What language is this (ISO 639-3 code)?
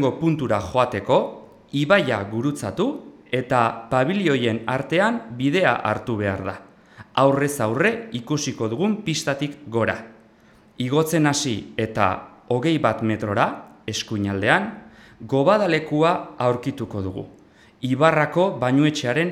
eus